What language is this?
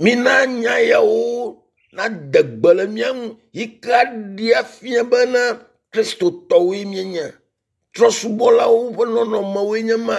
Ewe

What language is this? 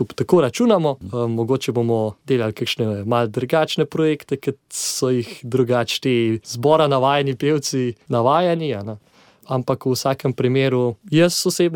Slovenian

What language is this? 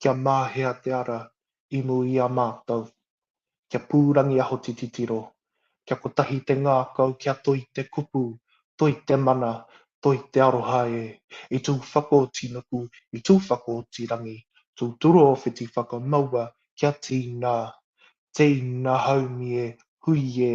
Māori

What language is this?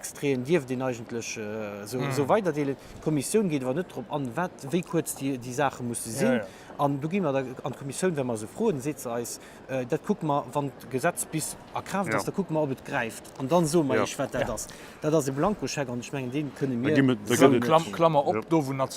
Luxembourgish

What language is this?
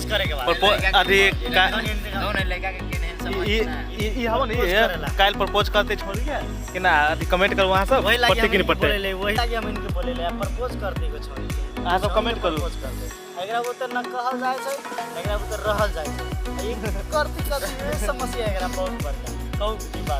Maithili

